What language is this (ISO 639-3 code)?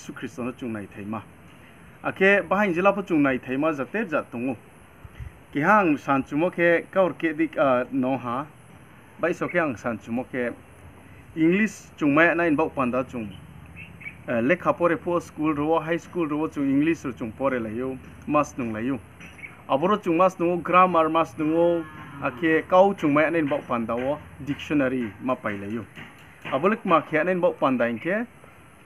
ria